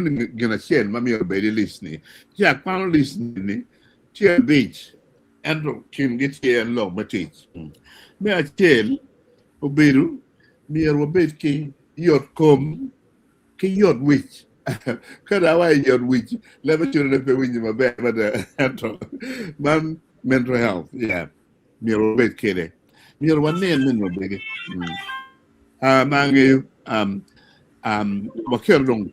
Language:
Acoli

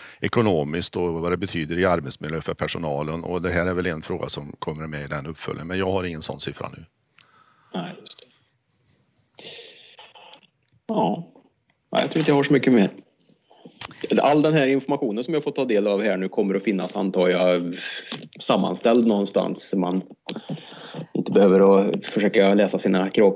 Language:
Swedish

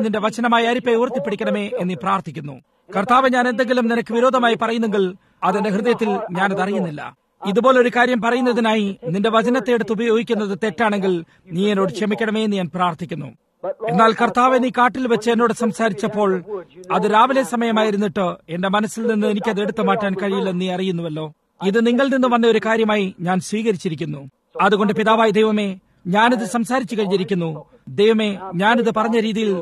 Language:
Malayalam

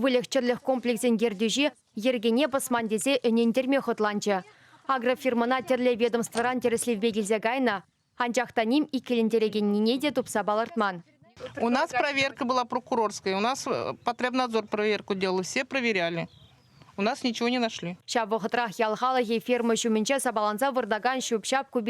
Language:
Chuvash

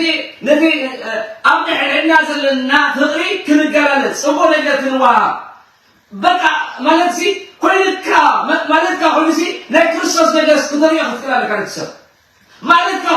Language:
Tigrinya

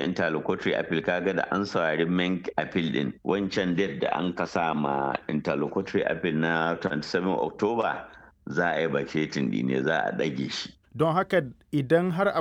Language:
Hausa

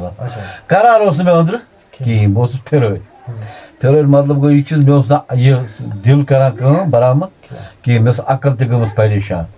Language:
Kashmiri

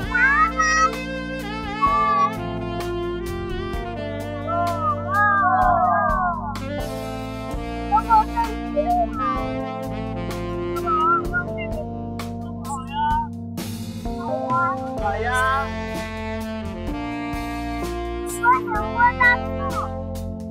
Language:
Chinese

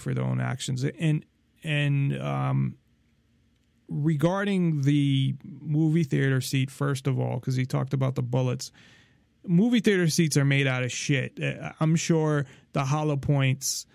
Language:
English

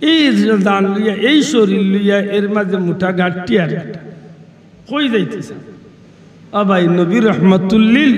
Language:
Sylheti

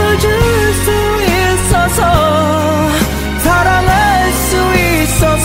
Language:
Korean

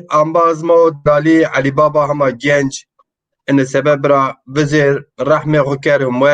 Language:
Zaza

